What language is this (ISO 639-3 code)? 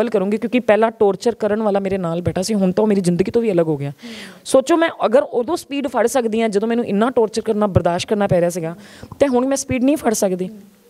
pan